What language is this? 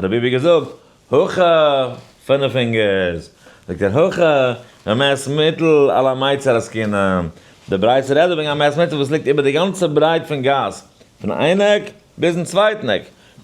Yiddish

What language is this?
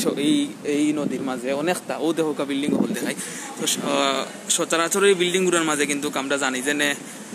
Sylheti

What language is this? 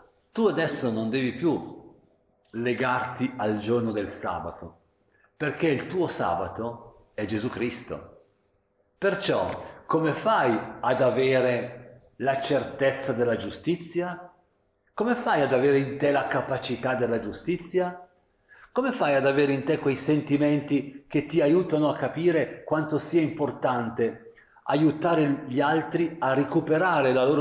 Italian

